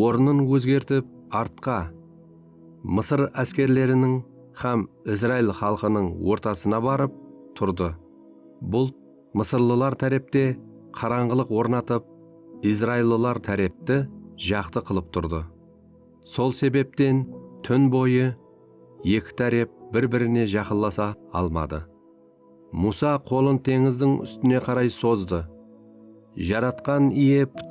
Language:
Kara-Kalpak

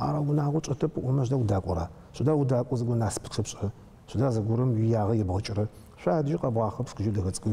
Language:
Adyghe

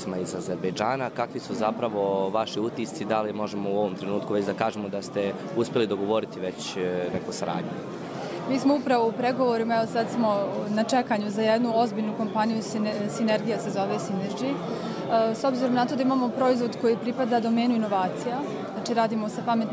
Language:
Bosnian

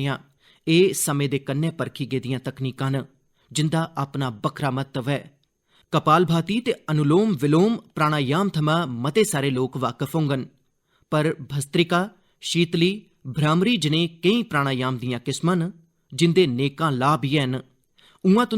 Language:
Dogri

